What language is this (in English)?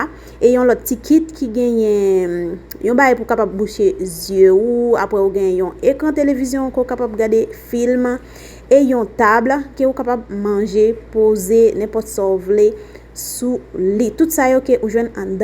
Haitian Creole